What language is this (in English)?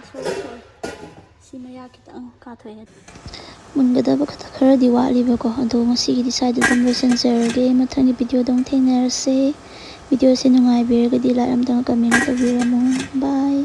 Manipuri